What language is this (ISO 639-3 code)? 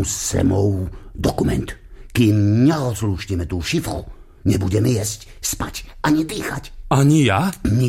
slk